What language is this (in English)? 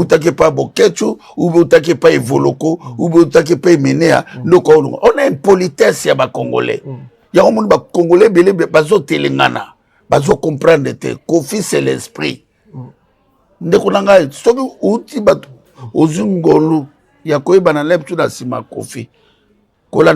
Lingala